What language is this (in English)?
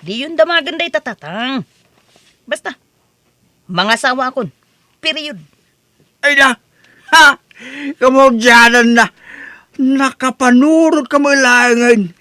Iloko